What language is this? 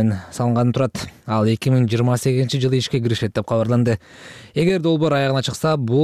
Kyrgyz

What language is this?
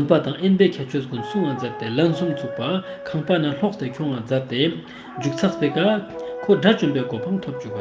Ladakhi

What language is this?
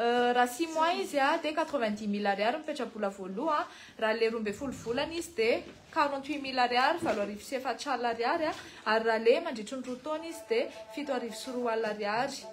Malagasy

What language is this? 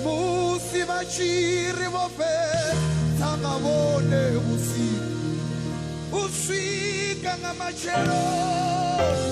Venda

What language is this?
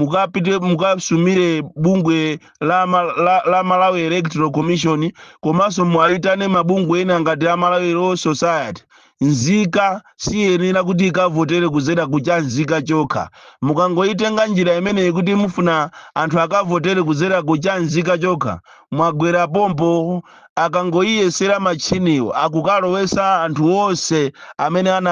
Nyanja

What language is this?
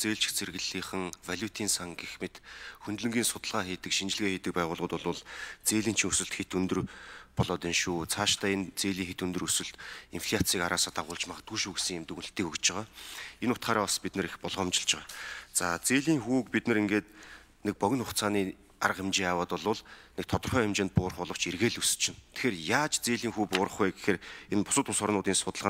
Mongolian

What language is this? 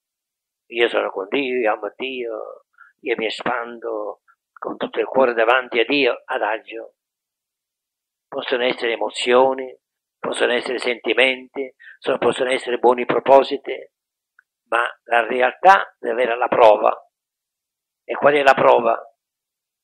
Italian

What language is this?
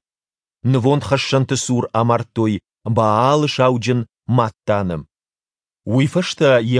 Ossetic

